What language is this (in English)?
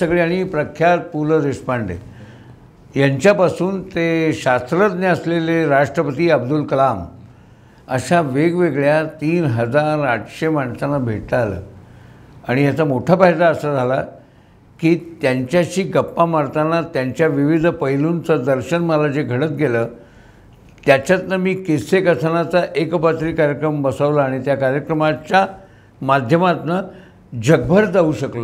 Marathi